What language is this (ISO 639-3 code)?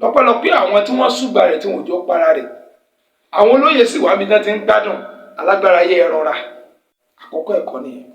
yor